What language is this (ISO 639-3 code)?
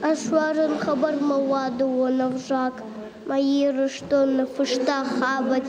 oss